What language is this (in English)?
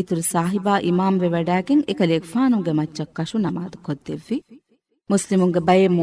Divehi